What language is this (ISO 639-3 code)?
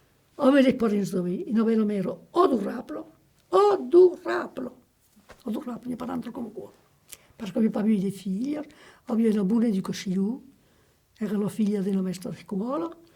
oci